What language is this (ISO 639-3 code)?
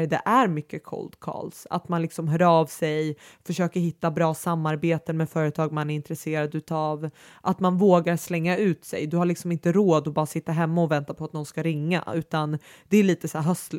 swe